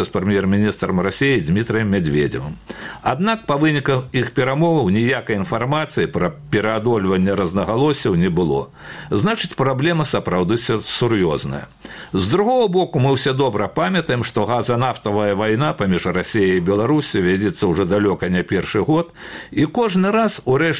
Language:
Belarusian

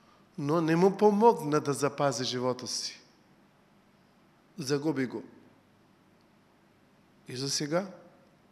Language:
Bulgarian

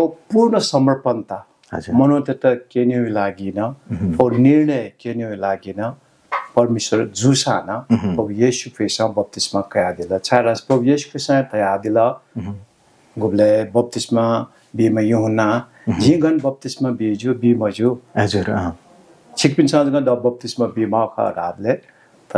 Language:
Newari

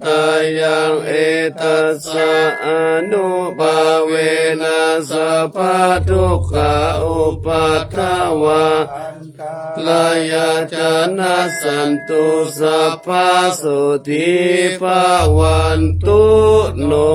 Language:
Pali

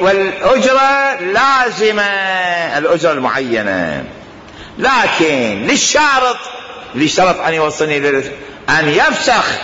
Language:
Mesopotamian Arabic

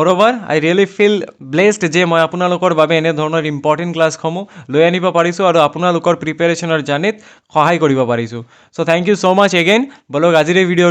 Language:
Assamese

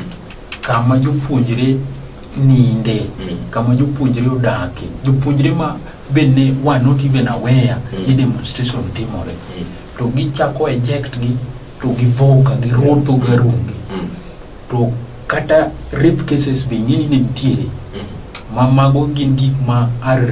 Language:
Luo (Kenya and Tanzania)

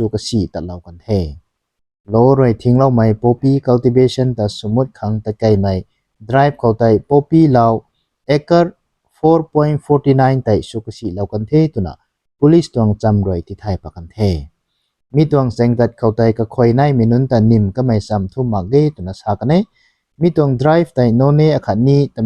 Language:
Rongmei Naga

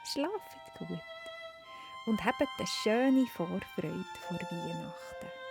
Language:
Swiss German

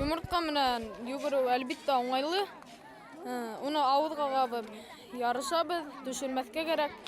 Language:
Bashkir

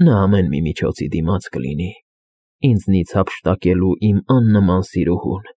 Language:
Armenian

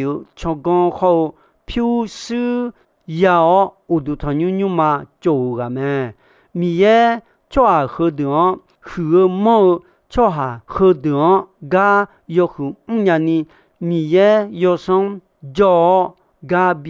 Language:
Akha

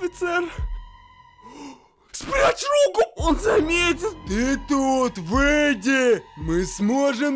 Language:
Russian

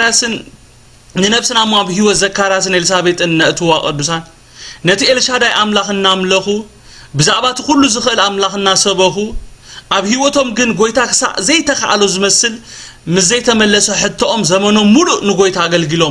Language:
Tigrinya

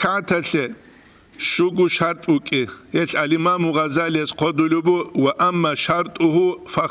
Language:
Avaric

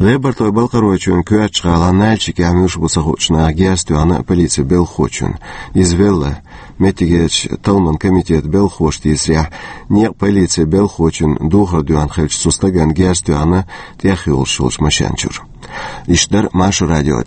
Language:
Chechen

